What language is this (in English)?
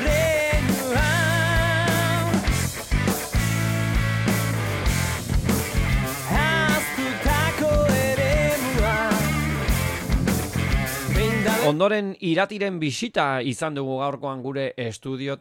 Basque